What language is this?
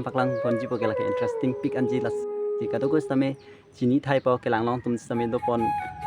Karbi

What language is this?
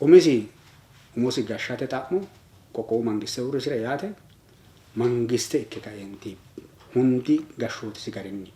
Sidamo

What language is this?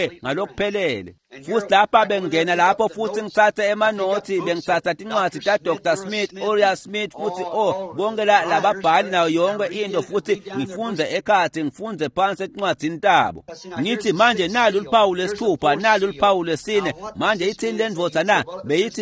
Swati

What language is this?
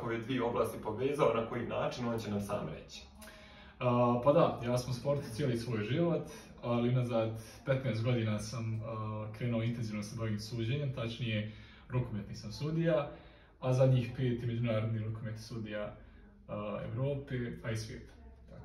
Bosnian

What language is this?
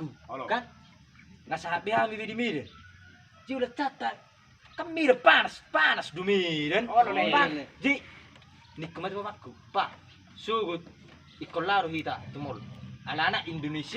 Batak Toba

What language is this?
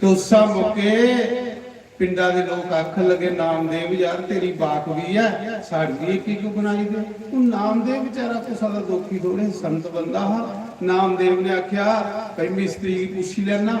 Dogri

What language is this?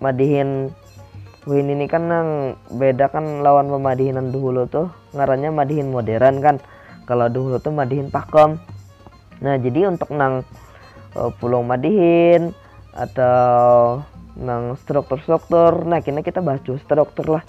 Banjar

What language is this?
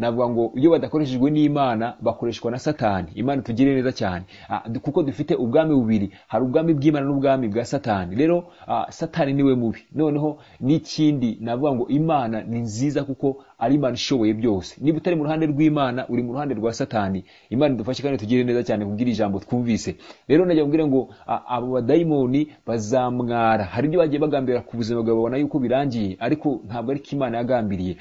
Kinyarwanda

